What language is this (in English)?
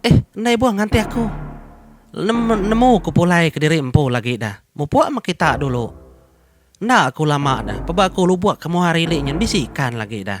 Iban